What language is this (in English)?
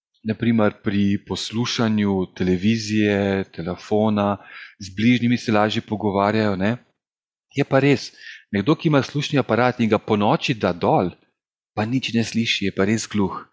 Slovenian